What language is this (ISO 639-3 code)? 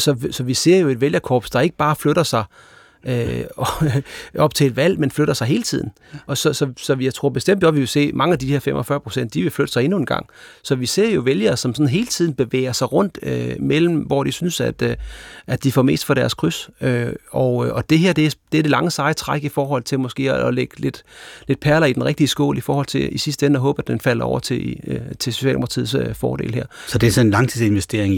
dan